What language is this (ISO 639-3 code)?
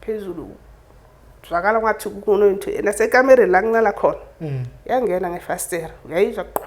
zul